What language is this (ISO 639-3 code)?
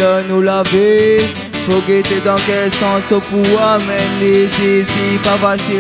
rcf